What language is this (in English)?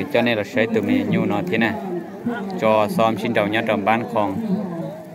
Hmong